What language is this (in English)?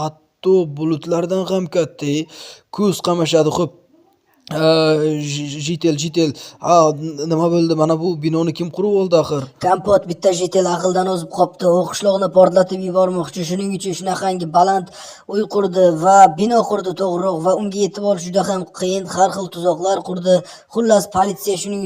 Uzbek